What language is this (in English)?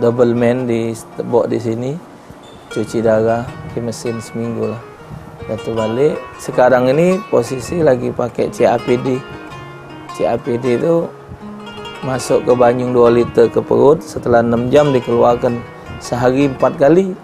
Musi